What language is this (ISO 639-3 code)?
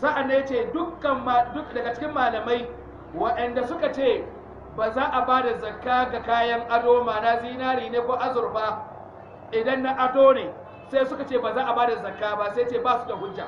hau